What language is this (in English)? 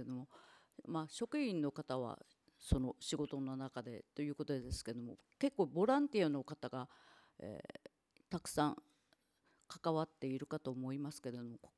Japanese